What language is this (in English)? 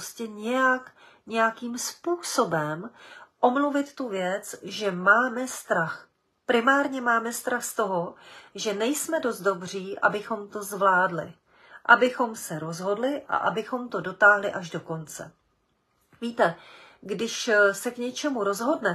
Czech